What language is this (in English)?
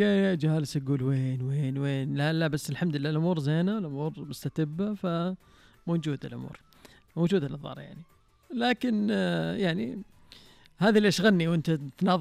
Najdi Arabic